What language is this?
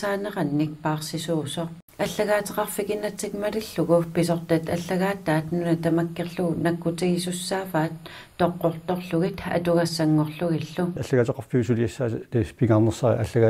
Kalaallisut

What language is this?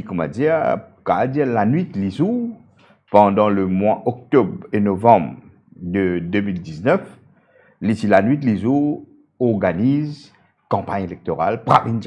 Morisyen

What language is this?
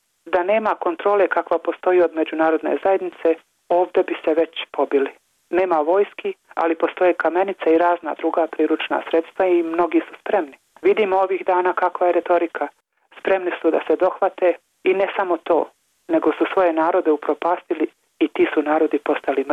Bosnian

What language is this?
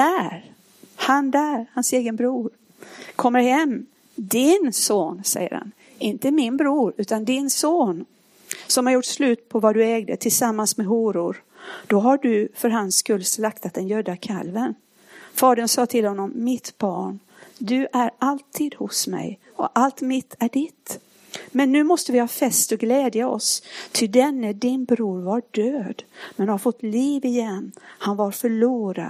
Swedish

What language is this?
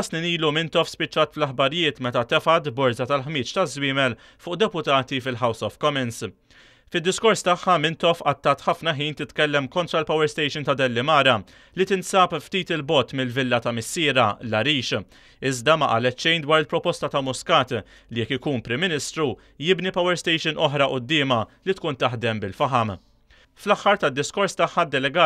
Maltese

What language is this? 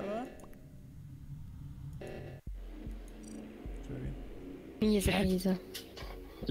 German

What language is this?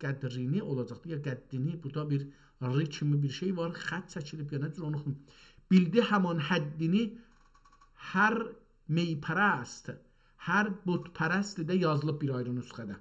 South Azerbaijani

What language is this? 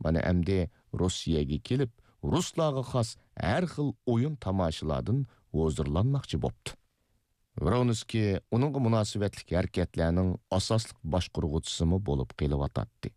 Uyghur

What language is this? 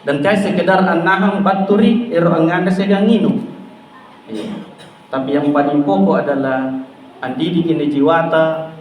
Makasar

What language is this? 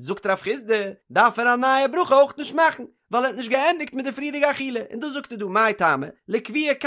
Yiddish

